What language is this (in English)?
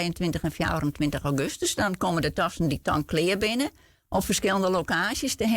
Western Frisian